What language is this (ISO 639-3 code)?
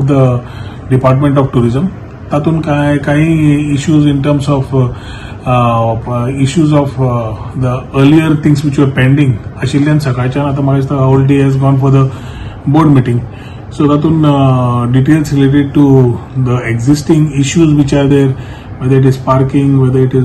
kok